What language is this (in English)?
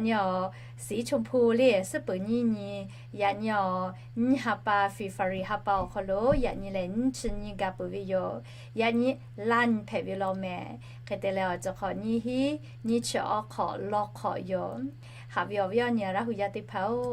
Lahu